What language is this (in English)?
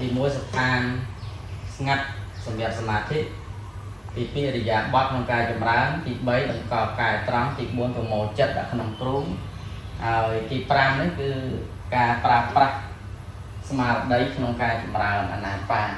Khmer